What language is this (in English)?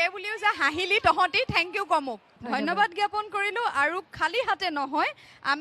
Assamese